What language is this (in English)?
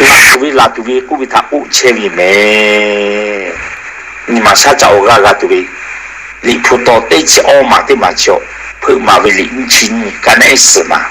Lahu